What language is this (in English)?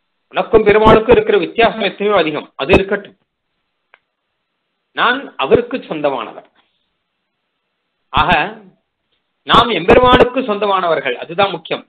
Tamil